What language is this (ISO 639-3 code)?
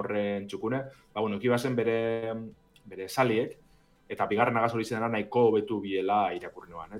eus